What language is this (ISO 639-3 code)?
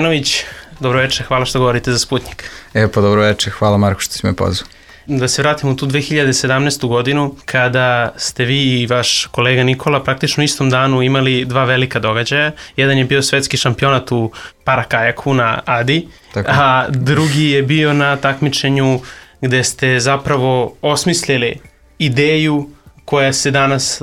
srp